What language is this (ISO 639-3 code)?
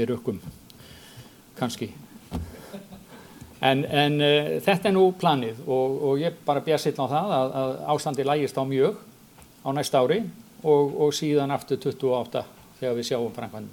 isl